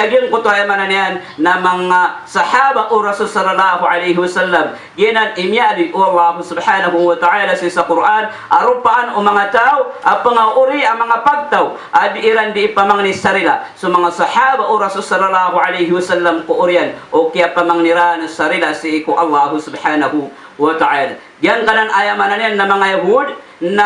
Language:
Maranao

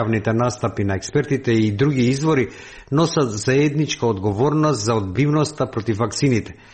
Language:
Macedonian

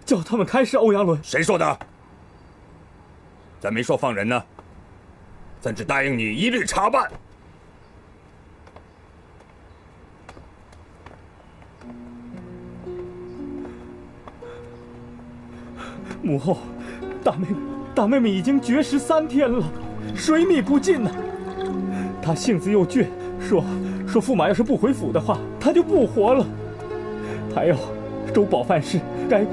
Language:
Chinese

